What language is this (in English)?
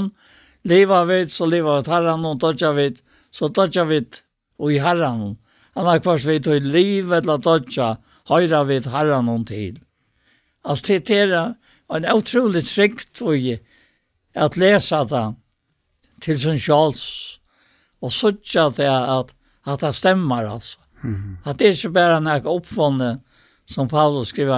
Faroese